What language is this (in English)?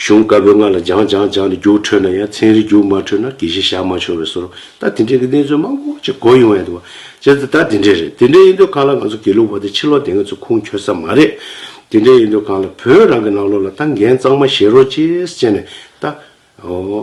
Tibetan